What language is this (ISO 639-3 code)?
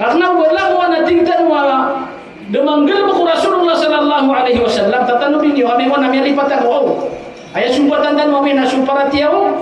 mrw